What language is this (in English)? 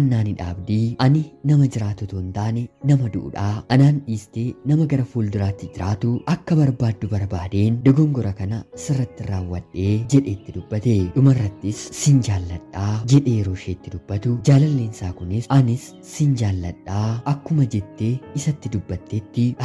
Oromo